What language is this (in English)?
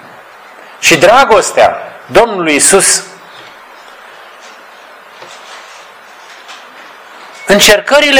Romanian